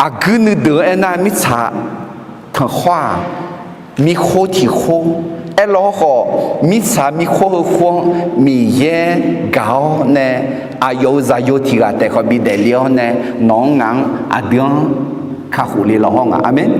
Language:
Akha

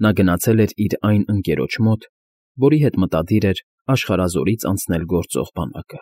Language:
Armenian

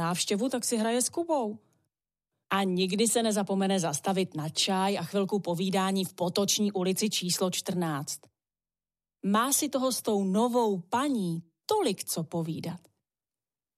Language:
Czech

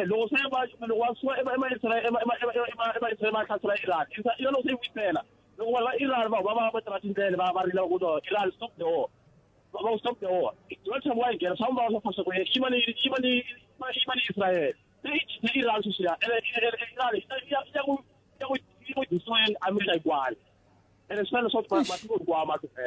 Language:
Tsonga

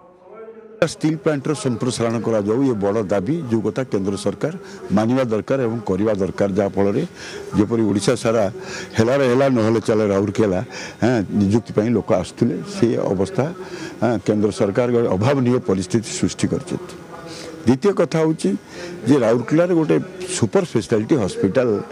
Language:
Odia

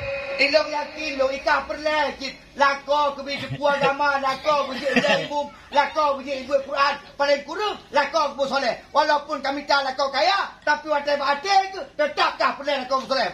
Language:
Achinese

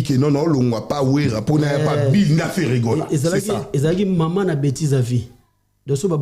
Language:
Lingala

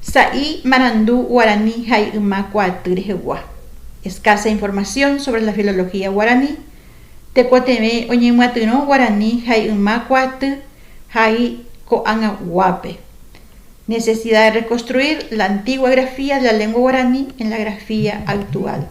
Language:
Guarani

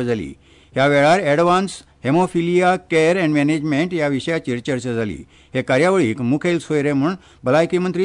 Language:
Konkani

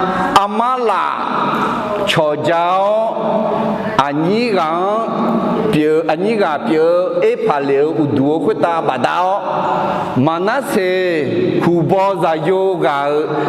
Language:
Akha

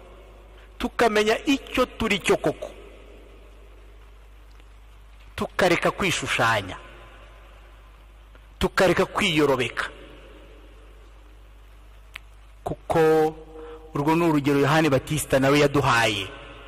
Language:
Kinyarwanda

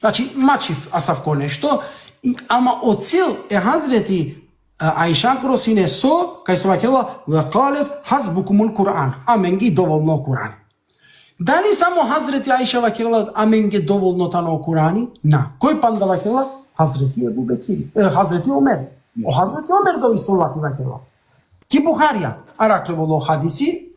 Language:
Balkan Romani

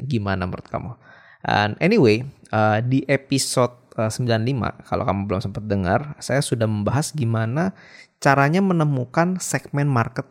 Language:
Indonesian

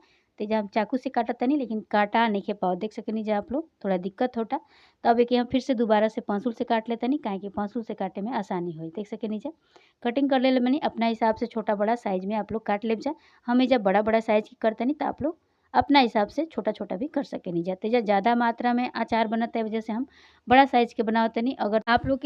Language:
Bhojpuri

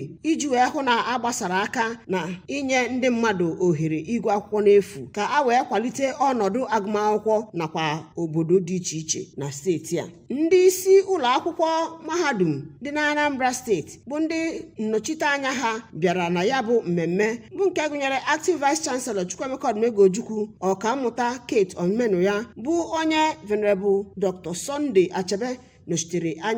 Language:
Igbo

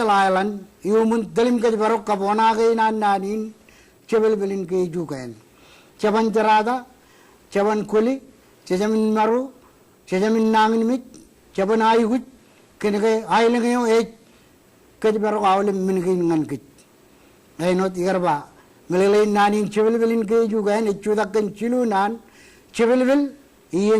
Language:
Marshallese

